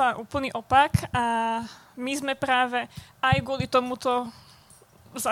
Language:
Slovak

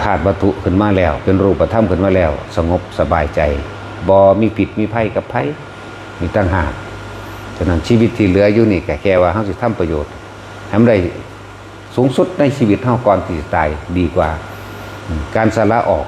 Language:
Northeastern Thai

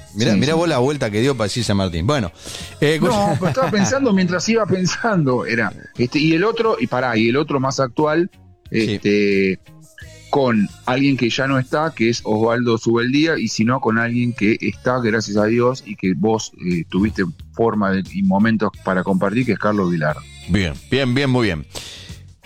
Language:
Spanish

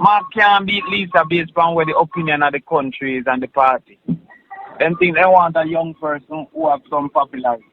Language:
Jamaican Creole English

